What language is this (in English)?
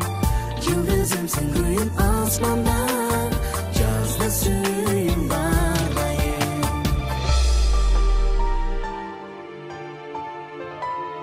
Kazakh